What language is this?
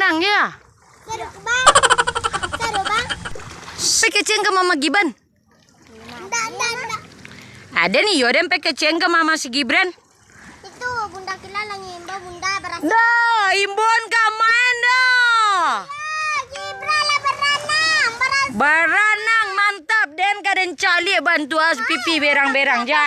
Minangkabau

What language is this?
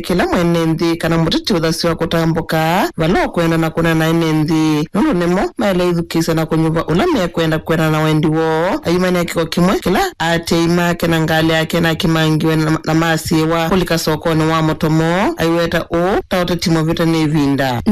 Kamba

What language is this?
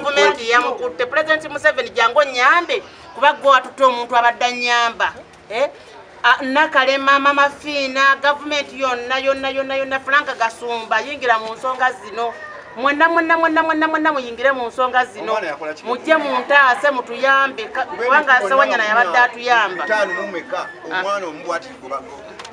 Ganda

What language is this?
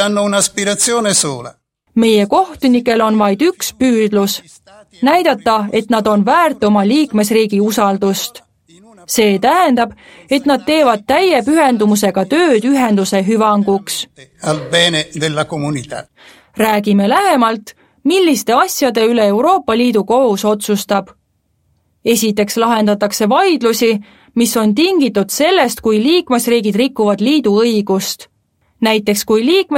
Estonian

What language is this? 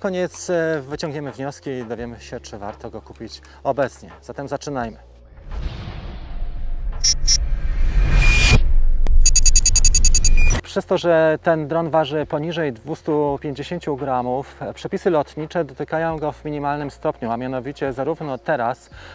Polish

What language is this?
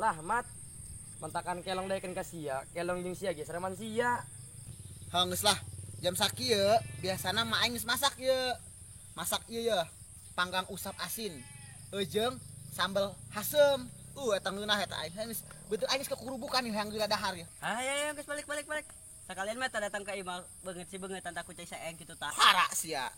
Sundanese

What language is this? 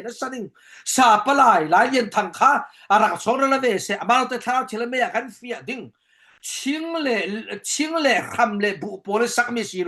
Falam Chin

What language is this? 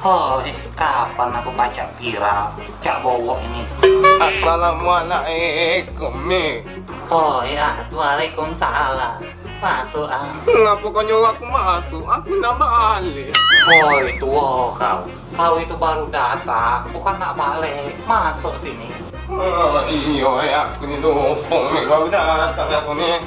Musi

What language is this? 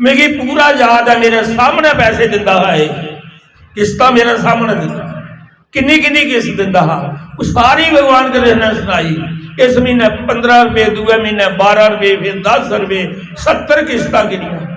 Dogri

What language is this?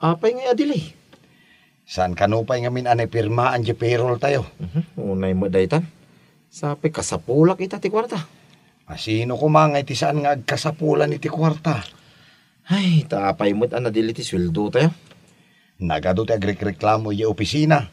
Iloko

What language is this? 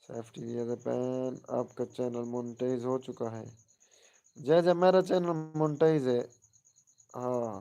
Saraiki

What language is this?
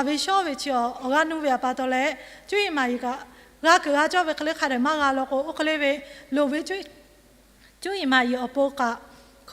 Lahu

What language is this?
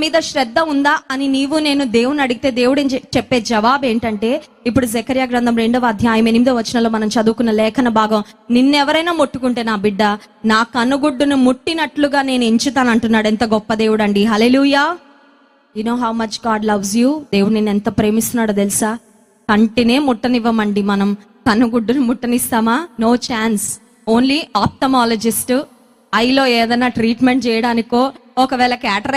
Telugu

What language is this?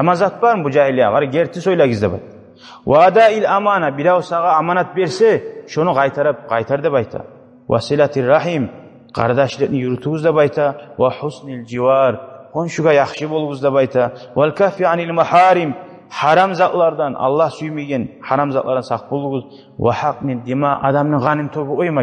Kumyk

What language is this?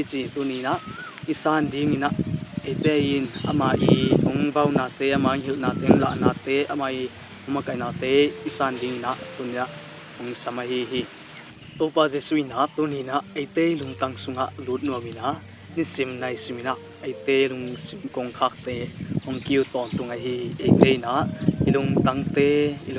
Tedim Chin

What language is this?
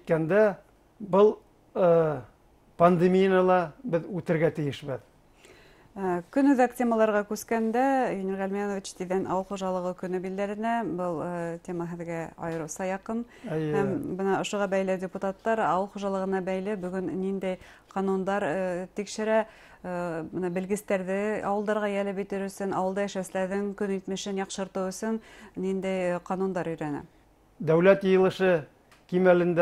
Bashkir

